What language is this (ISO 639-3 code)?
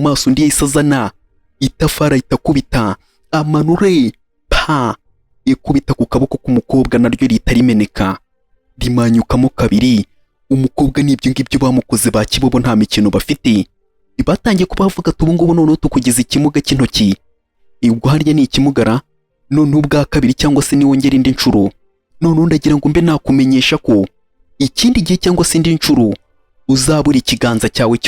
kin